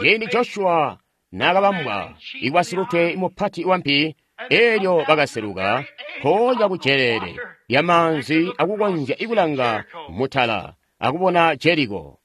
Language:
Tonga (Zambia)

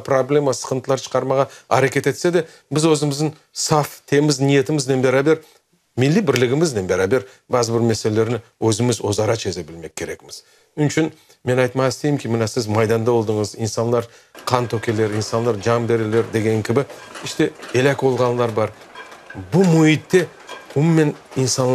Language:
Crimean Tatar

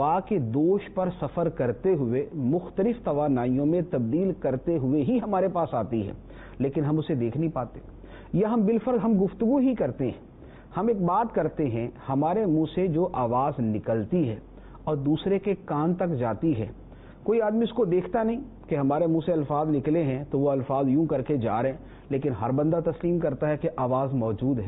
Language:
Urdu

